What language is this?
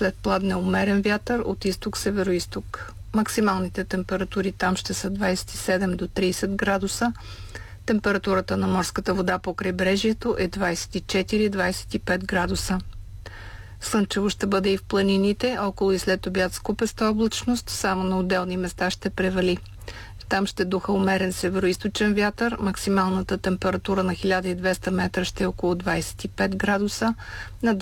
Bulgarian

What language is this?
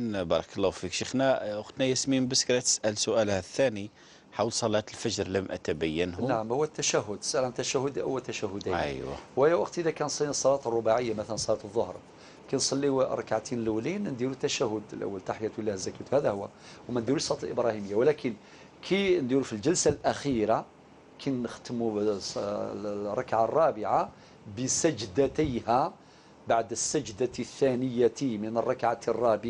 Algerian Arabic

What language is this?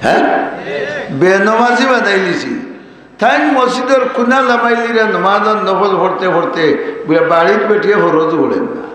Sylheti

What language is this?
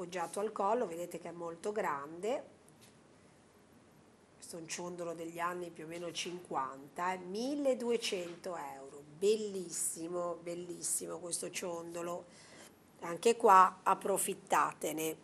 Italian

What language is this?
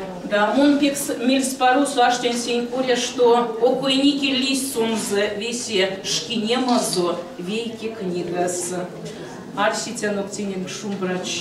Erzya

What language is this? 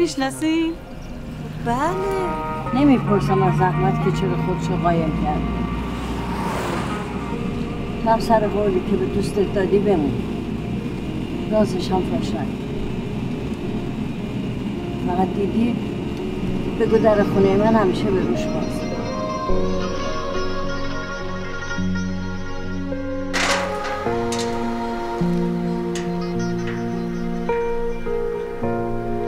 Persian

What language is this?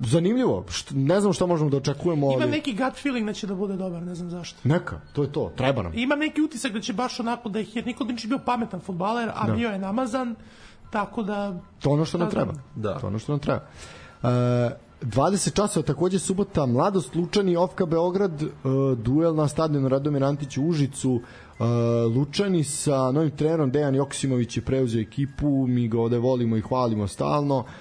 Serbian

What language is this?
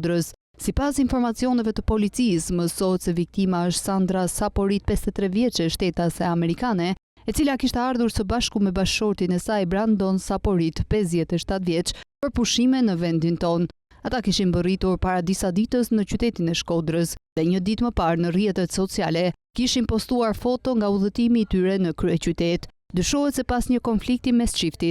Albanian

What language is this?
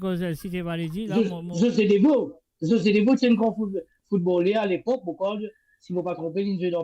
Morisyen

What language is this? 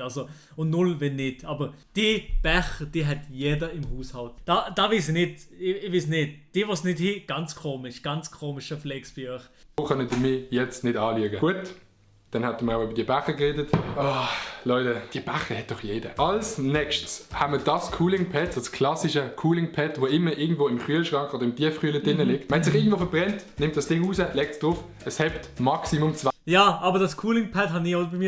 Swiss German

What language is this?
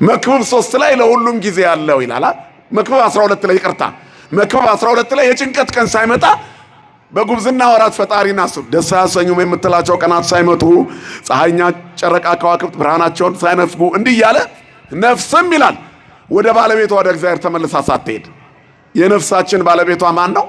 Amharic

